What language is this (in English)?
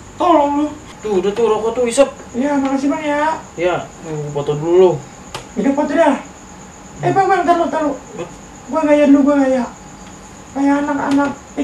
Betawi